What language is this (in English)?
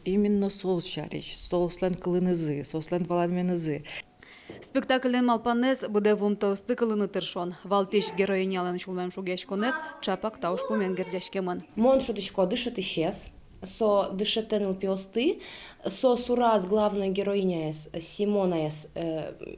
Udmurt